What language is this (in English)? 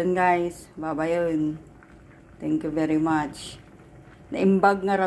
Iloko